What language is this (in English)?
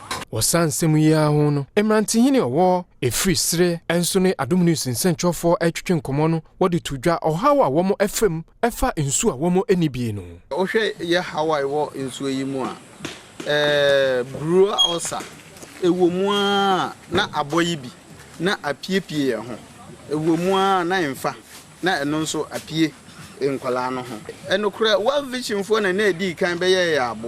Akan